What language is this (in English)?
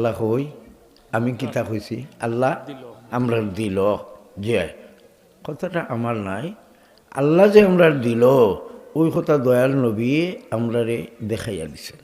Sylheti